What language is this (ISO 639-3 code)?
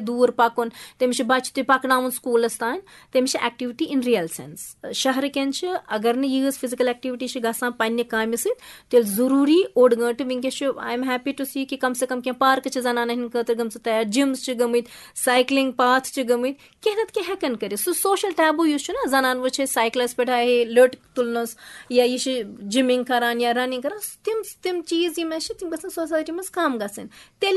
kas